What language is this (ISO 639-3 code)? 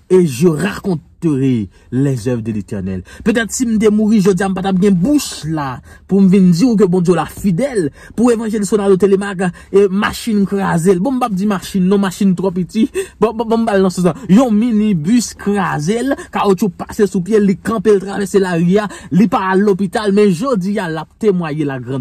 hat